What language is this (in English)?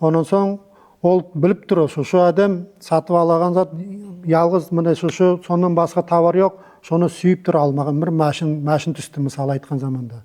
Nogai